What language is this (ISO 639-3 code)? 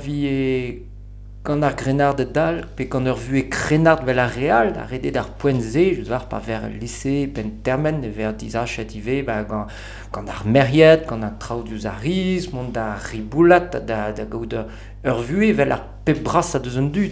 bre